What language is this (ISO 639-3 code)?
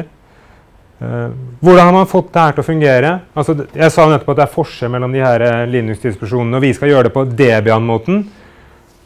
nor